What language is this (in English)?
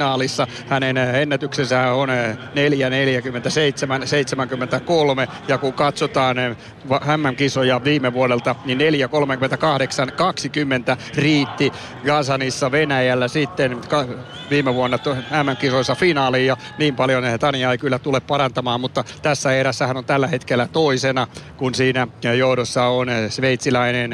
Finnish